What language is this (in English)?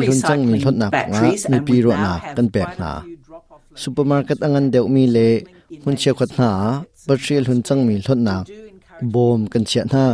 Hakha Chin